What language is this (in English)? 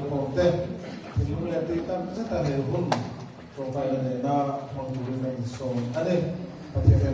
Mizo